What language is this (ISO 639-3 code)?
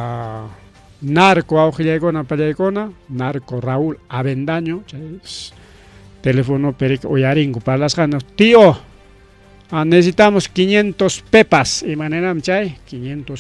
quy